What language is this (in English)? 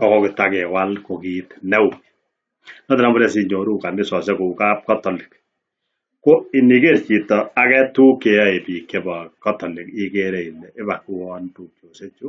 Kalenjin